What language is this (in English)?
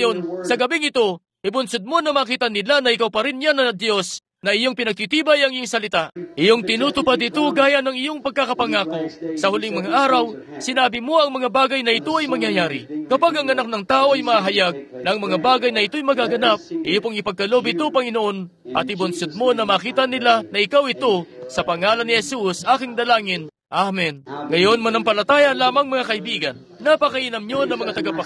Filipino